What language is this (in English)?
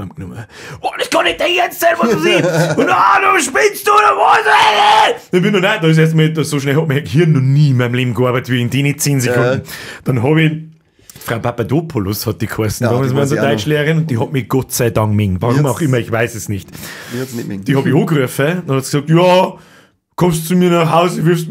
Bavarian